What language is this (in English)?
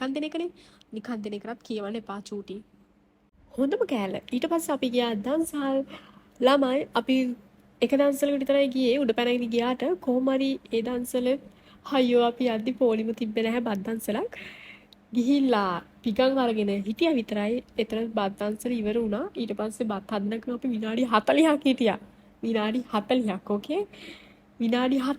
Sinhala